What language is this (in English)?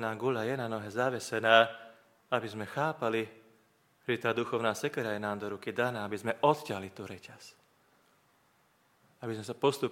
Slovak